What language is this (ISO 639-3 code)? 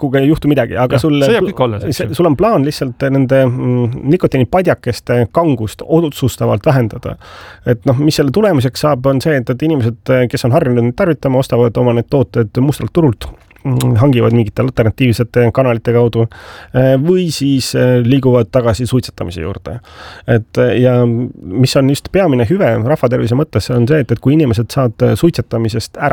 est